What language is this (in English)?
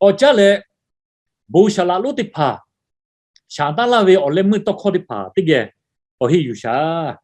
Lahu